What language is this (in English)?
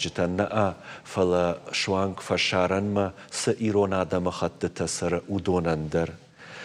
Ossetic